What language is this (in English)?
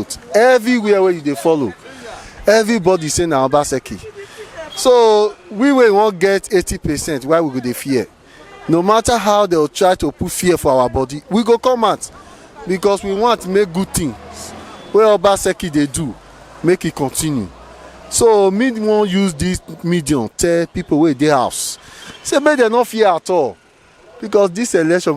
Nigerian Pidgin